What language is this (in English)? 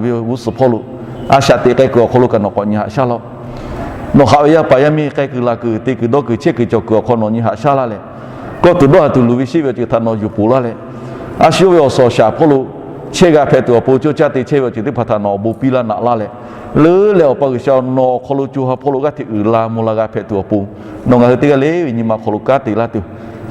Lahu